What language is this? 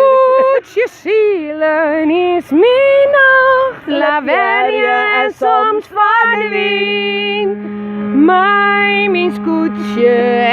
Western Frisian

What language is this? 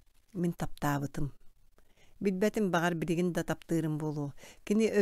Yakut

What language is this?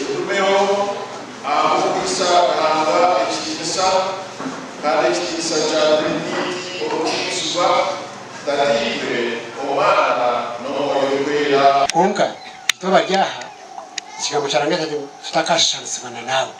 Nyankole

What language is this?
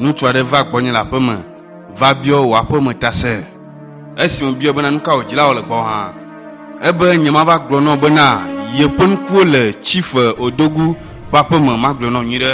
Ewe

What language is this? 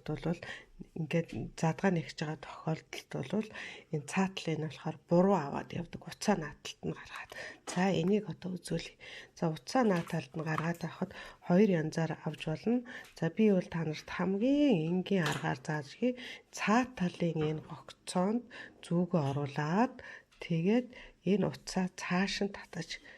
Mongolian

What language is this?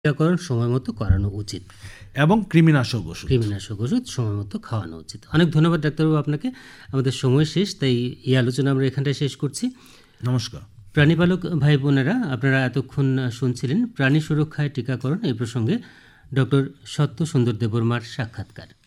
Bangla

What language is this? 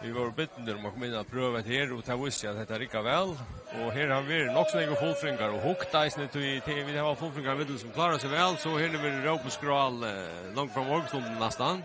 Faroese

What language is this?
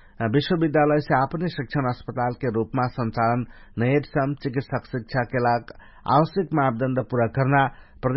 Dangaura Tharu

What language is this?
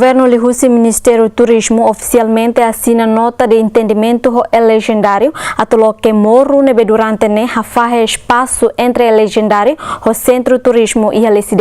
Tetum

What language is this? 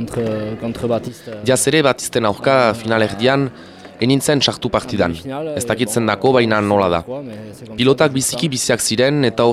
Basque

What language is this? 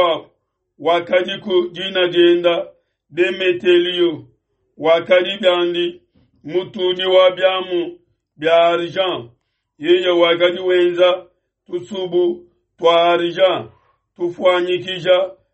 Luba-Lulua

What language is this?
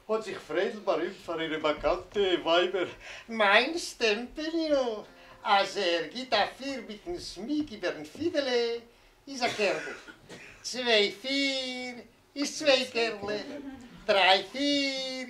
Yiddish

